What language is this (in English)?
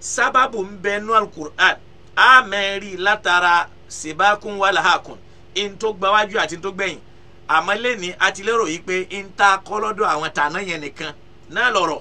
Yoruba